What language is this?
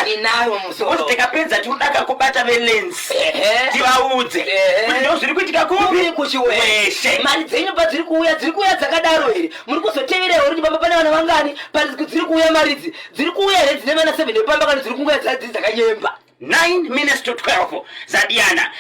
Shona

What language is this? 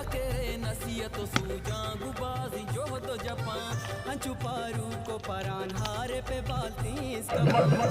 Baluchi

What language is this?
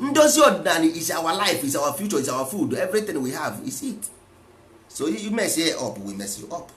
Igbo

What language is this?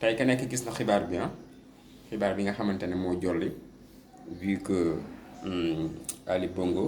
Wolof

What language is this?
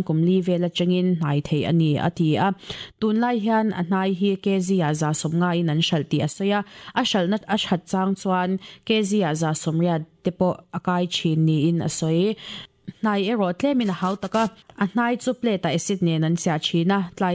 Mizo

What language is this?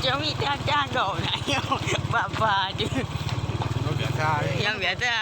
Achinese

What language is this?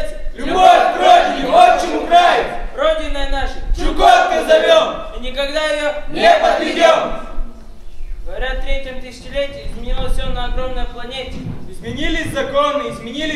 Russian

